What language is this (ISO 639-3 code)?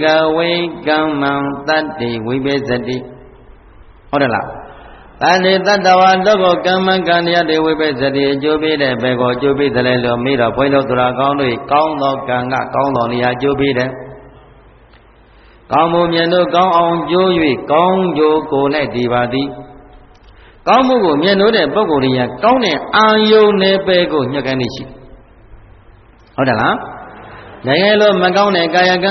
mya